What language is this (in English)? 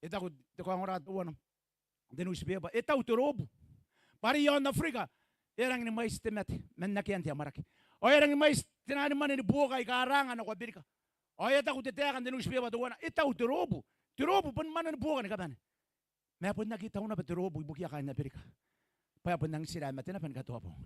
Gilbertese